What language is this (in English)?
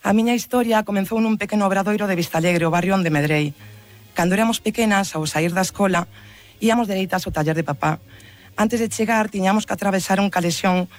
Galician